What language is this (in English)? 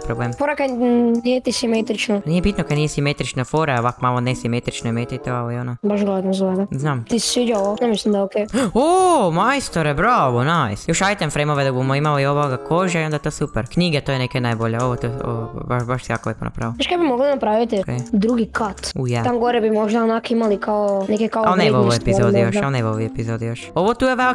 Croatian